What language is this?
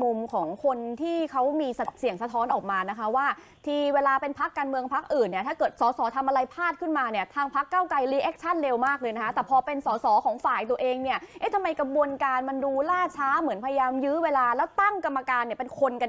Thai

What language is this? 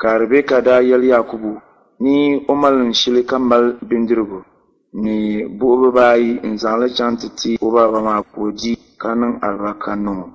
Dagbani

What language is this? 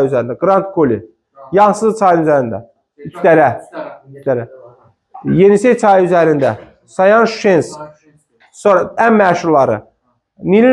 Azerbaijani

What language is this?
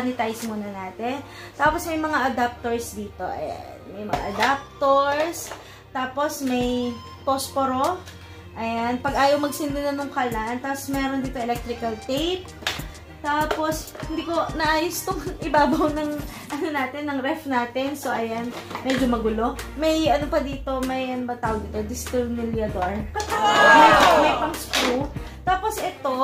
Filipino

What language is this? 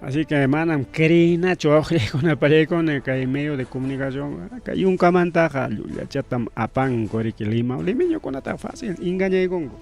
Ayacucho Quechua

